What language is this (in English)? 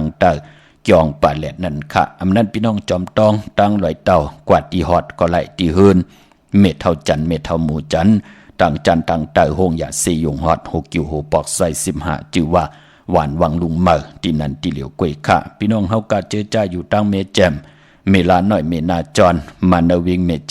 Shan